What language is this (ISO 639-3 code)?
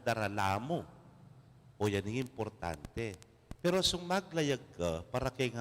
pam